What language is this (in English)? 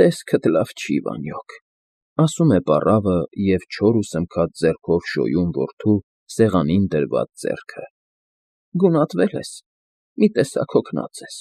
Armenian